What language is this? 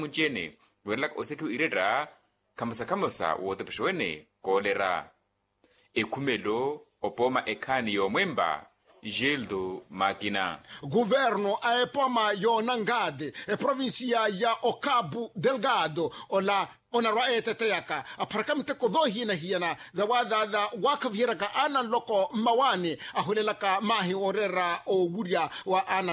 Makhuwa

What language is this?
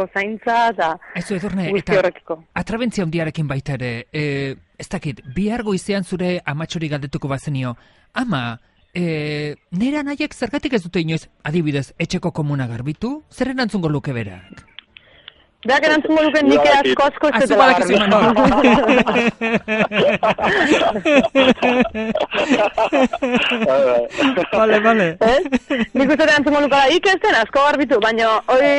Basque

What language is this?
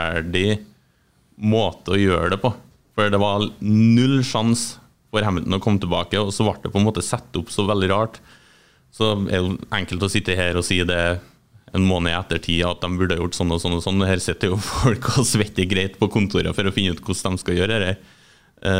Norwegian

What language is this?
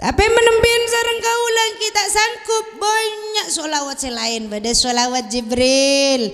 Madurese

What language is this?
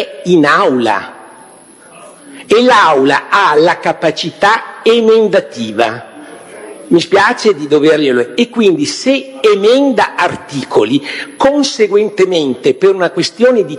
Italian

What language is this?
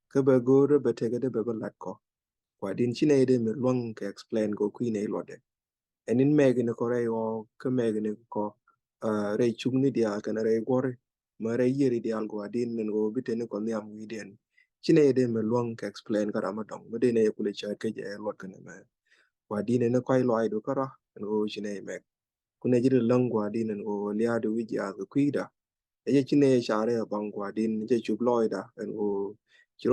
Nuer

